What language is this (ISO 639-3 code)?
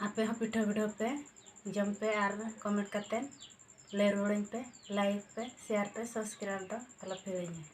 sat